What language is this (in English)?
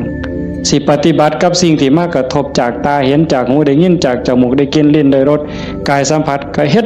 Northeastern Thai